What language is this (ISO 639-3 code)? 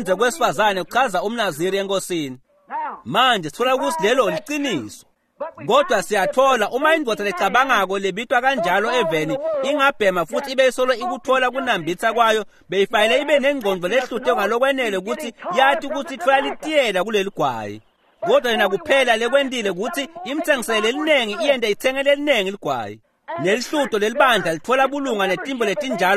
ssw